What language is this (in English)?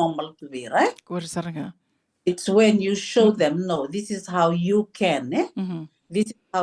Fijian